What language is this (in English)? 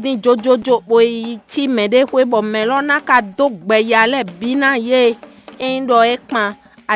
Fon